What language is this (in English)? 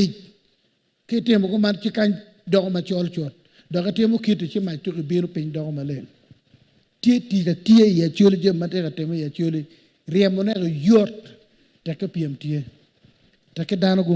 Acoli